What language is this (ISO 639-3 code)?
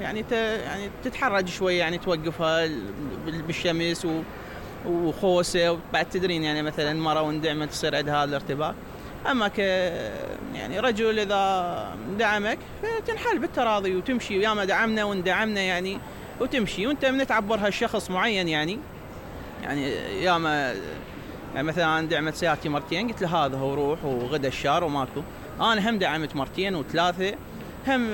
acm